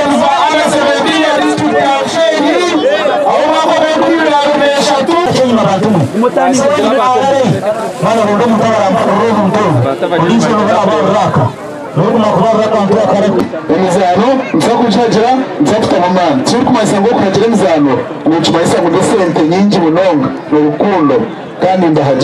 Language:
Nyankole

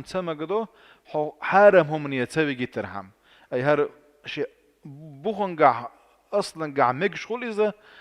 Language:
Chechen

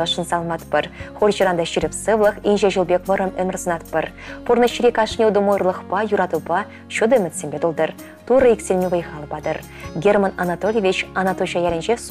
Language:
Chuvash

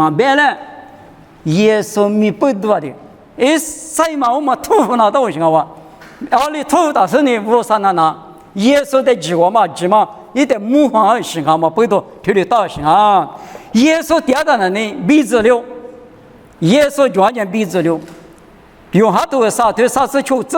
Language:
Lisu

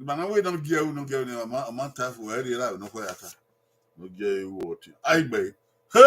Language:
Bini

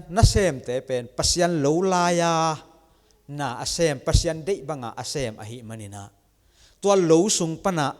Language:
Tedim Chin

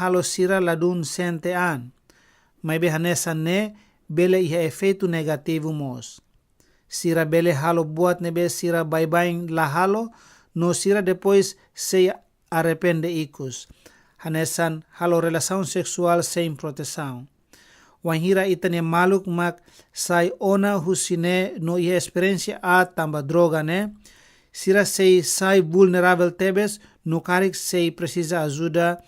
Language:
Tetum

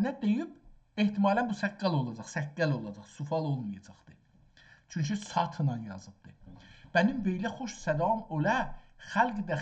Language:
South Azerbaijani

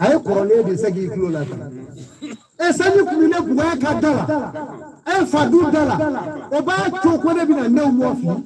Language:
Bambara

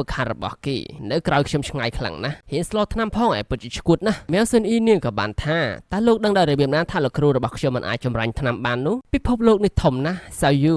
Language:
Khmer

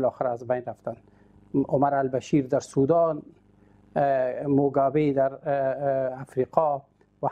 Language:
Persian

